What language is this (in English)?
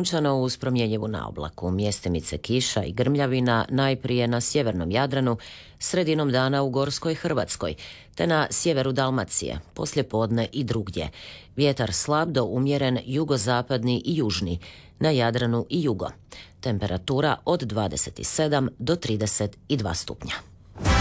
Croatian